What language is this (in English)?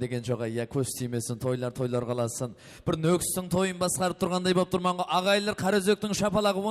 Kara-Kalpak